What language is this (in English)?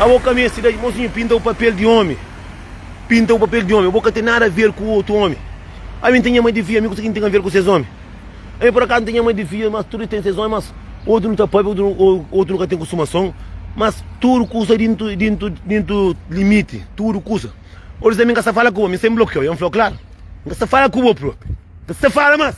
Kabuverdianu